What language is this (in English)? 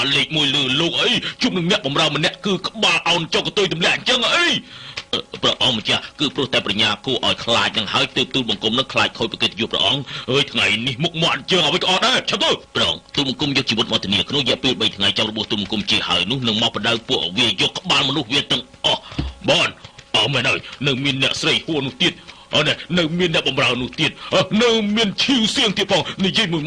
Khmer